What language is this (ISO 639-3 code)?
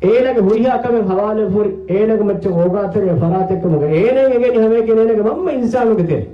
div